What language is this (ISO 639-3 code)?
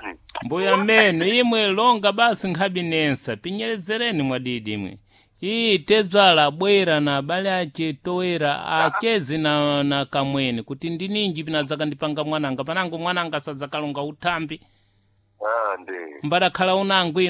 seh